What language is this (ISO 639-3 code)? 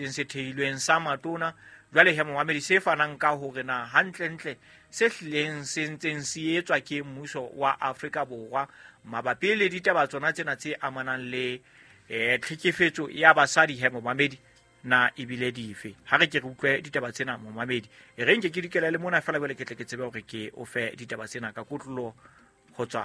sot